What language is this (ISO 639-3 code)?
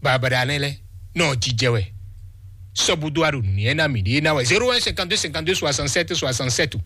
fon